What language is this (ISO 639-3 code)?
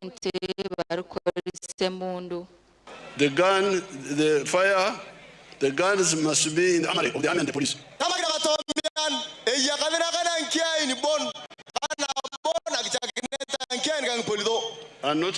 nyn